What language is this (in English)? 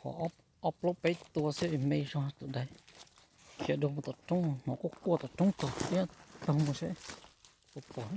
Hmong